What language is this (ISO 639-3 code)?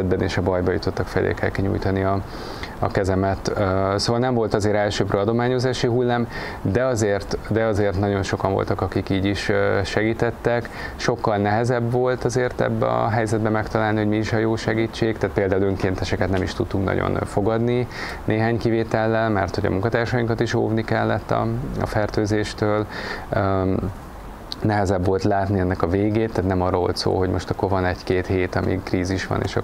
hun